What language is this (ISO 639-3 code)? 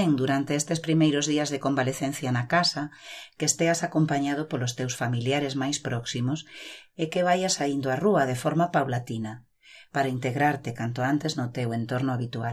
glg